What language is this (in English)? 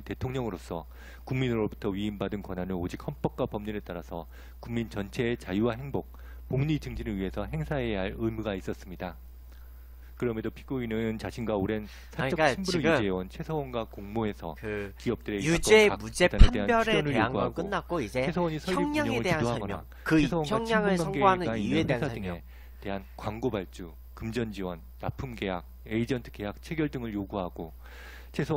Korean